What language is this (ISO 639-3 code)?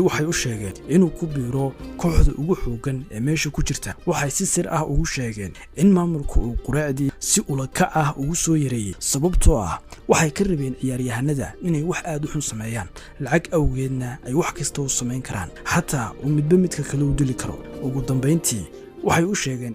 som